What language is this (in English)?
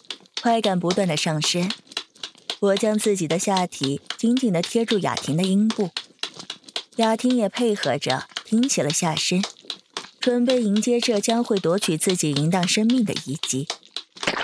Chinese